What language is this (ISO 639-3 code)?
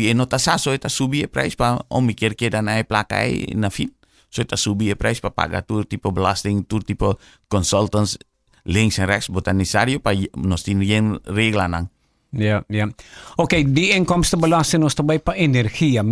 pap